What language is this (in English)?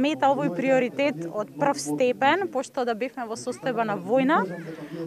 Macedonian